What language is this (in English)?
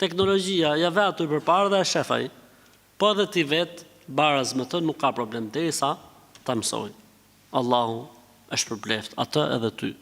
Albanian